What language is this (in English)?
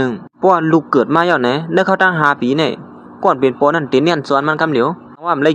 Shan